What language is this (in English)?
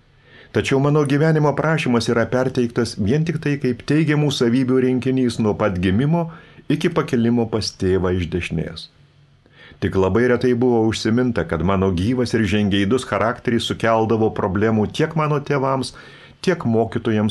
Lithuanian